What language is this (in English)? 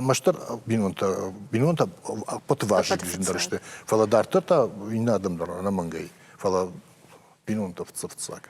Ossetic